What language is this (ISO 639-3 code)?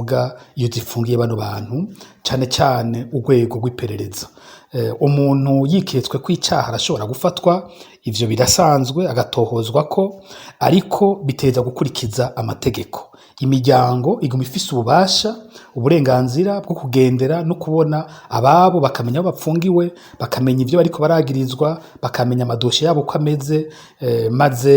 run